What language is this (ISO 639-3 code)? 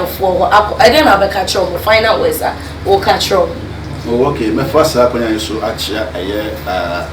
aka